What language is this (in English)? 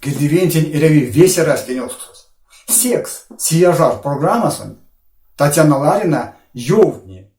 Erzya